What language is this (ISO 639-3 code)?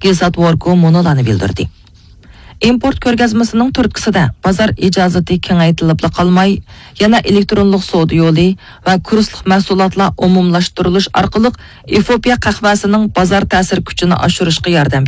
uig